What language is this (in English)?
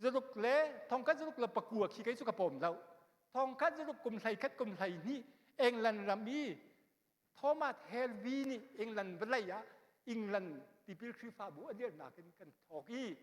Hakha Chin